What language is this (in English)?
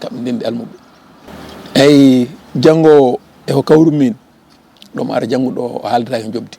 Fula